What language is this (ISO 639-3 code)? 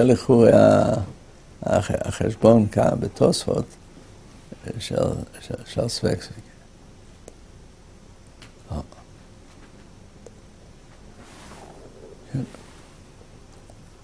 heb